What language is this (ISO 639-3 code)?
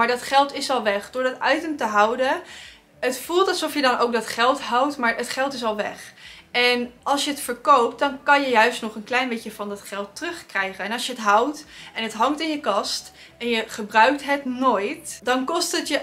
nld